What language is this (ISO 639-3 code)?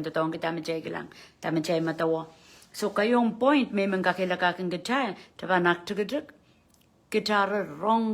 pon